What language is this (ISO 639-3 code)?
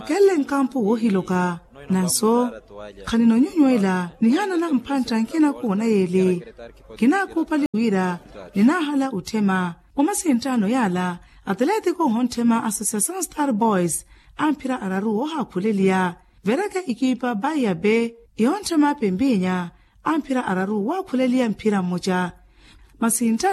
vmw